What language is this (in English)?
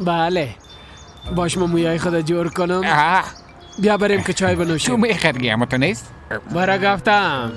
Persian